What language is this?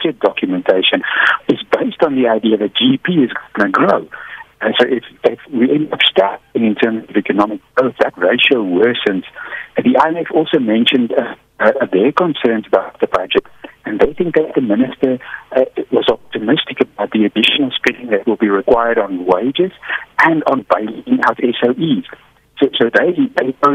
English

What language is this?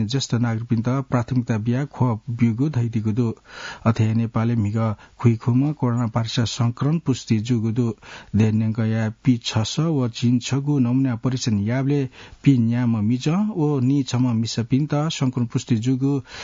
Newari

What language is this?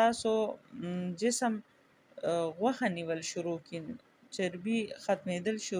Pashto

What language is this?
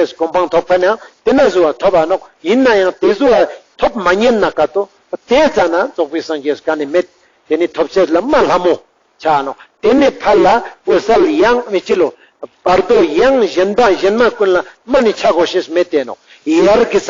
Ladakhi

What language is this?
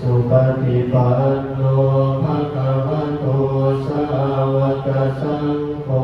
Pali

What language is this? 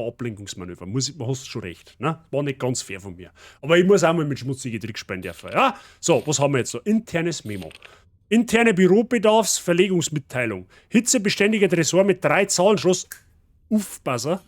Bavarian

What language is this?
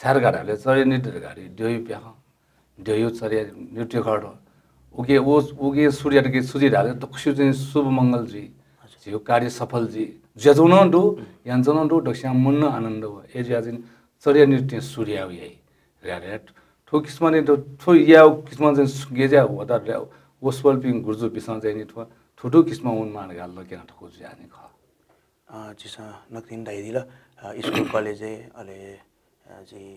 Newari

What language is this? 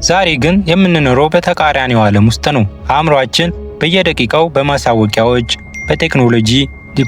Amharic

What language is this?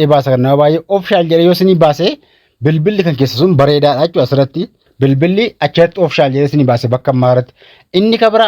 Oromo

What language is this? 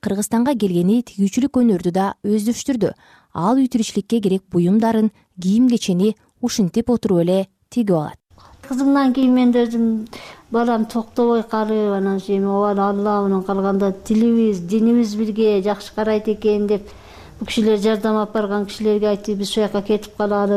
Kyrgyz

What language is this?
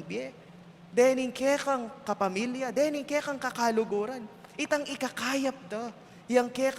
Pampanga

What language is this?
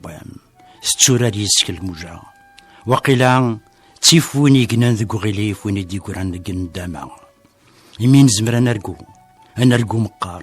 Kabyle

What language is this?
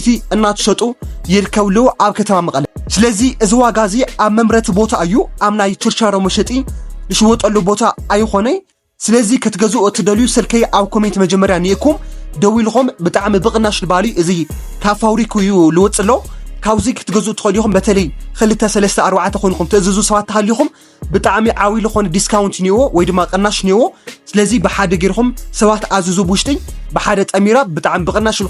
Tigrinya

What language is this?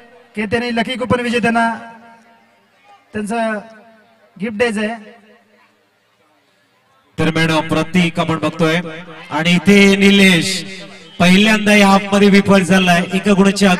Marathi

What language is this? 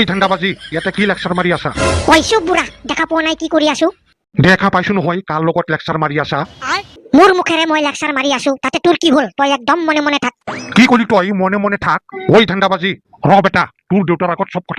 Assamese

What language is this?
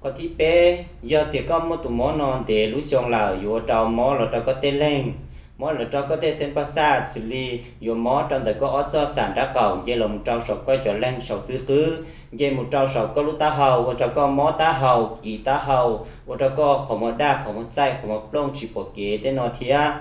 Hmong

